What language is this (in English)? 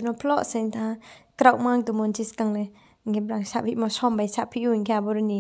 Riang (India)